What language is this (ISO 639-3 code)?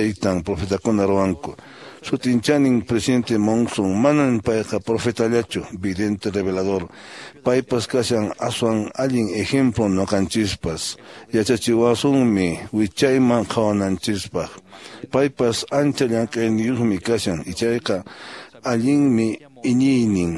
que